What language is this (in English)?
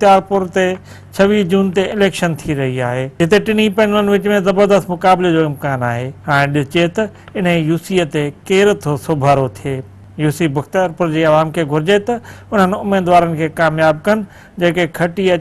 Sindhi